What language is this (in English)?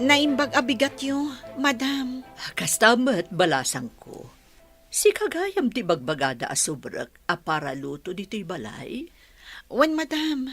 Iloko